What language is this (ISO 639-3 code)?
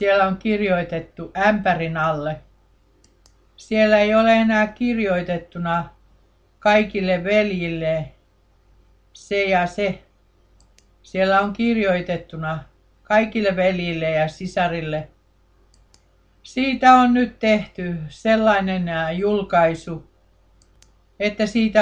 fin